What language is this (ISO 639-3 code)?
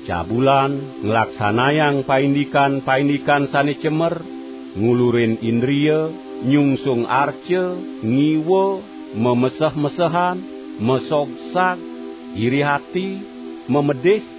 ban